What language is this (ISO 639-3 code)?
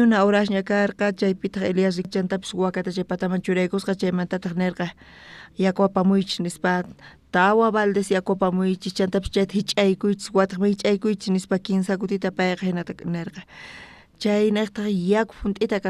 quh